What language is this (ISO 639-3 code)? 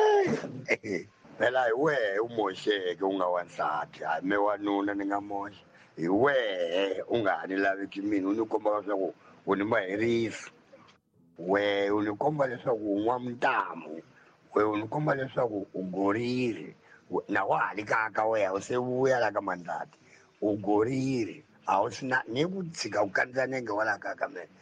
tso